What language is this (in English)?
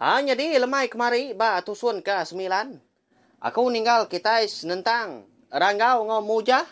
Iban